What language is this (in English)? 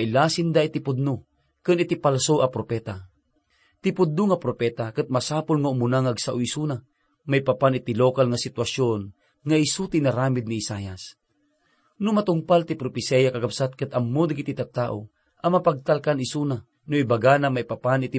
Iloko